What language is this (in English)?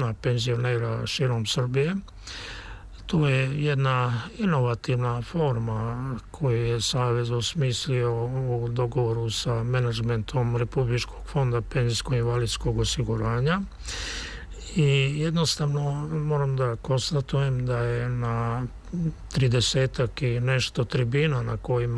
Serbian